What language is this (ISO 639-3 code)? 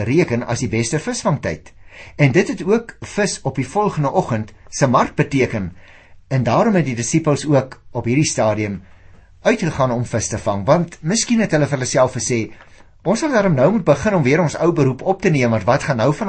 afr